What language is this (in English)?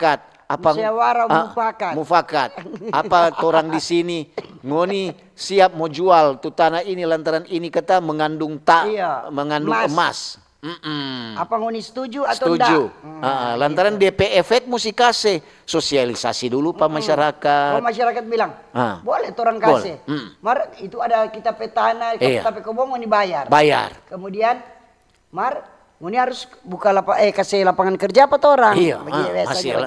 Manado Malay